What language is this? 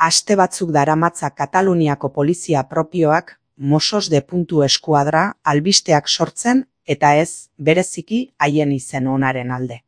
Basque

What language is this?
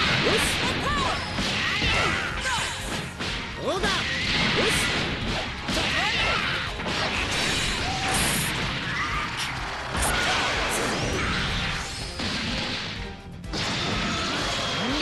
Japanese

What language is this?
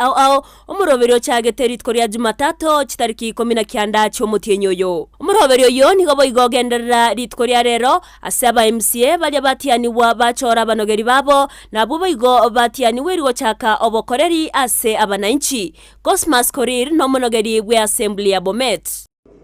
Gusii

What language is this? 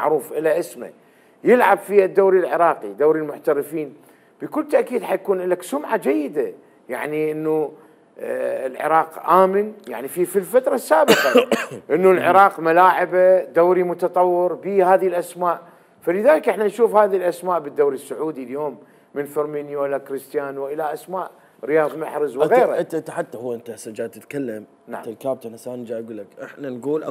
Mesopotamian Arabic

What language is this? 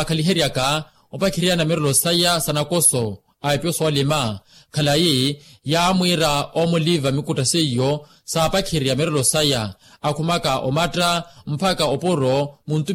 Makhuwa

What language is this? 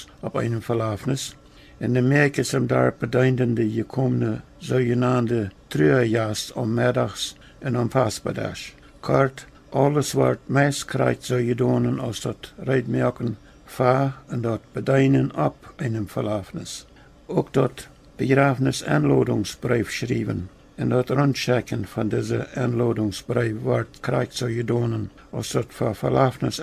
Plautdietsch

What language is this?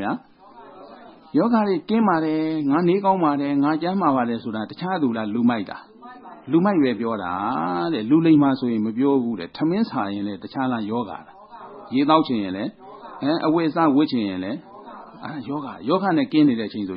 Burmese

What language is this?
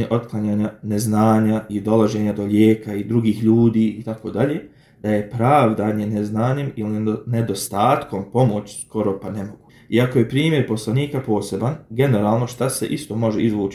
Bosnian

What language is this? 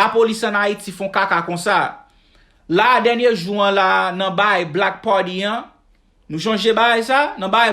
Haitian Creole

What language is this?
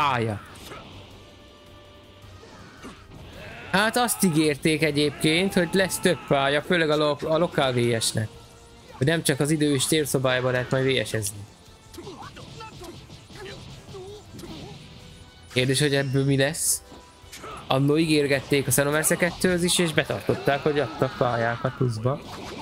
Hungarian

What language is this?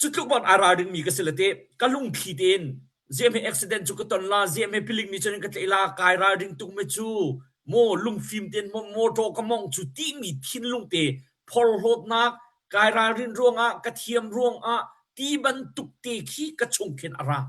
Hakha Chin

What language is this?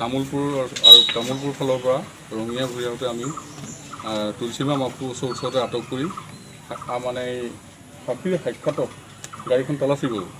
Assamese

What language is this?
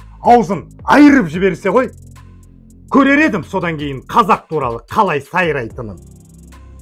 Kazakh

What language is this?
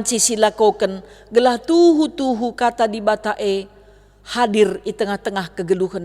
Batak Karo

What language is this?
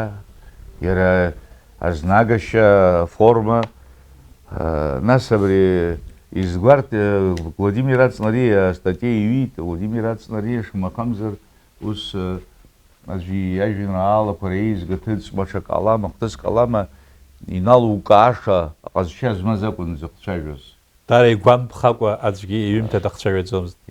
Abkhazian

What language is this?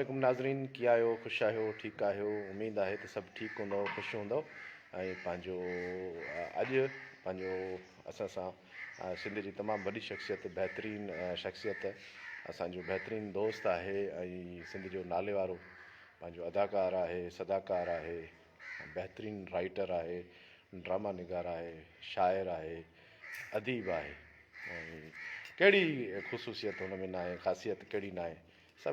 Sindhi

